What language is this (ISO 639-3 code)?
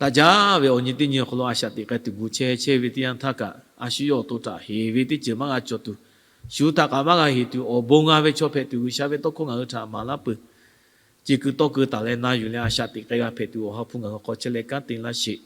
lhu